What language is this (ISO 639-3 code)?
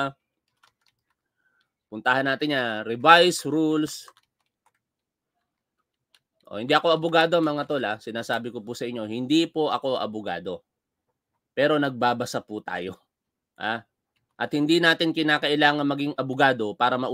fil